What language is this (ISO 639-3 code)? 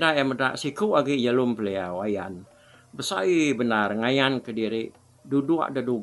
iba